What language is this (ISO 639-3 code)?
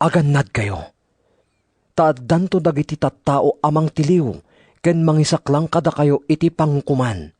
ilo